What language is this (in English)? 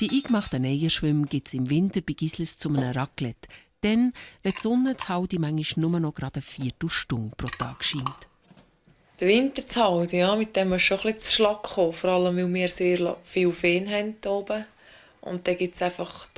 Swiss German